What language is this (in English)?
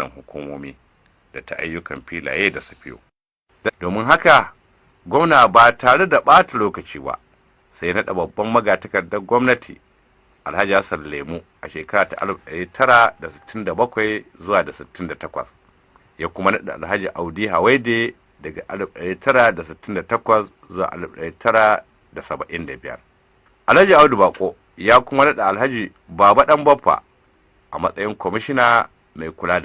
Hausa